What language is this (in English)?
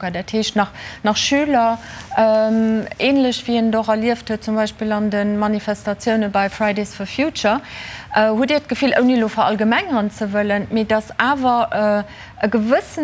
Luxembourgish